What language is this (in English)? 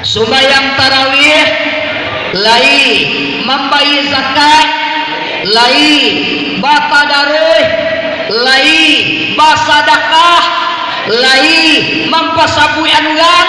Minangkabau